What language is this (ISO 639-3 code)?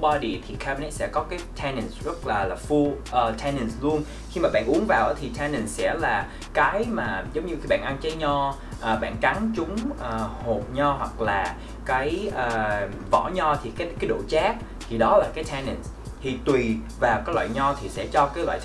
vie